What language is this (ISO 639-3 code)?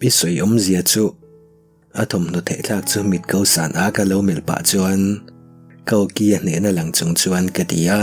lus